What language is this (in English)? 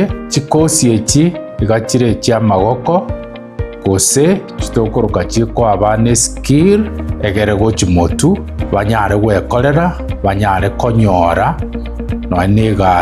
Gusii